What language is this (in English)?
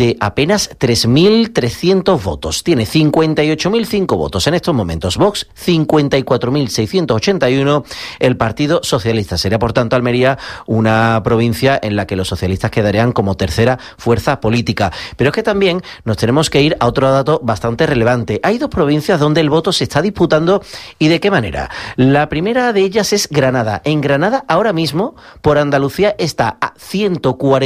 Spanish